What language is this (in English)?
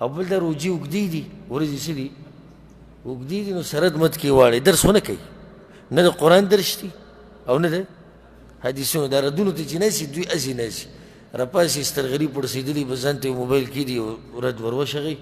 Pashto